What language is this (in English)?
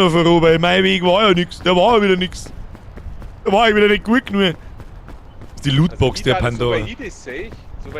Bavarian